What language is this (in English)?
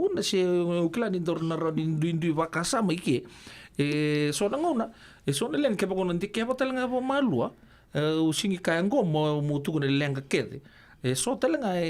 Fijian